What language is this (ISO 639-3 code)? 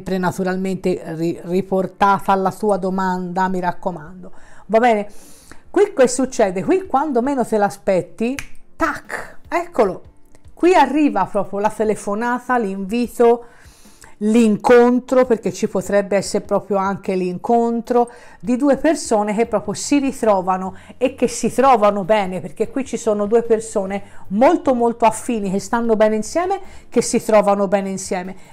ita